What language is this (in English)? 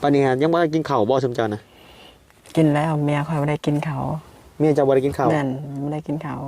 Northeastern Thai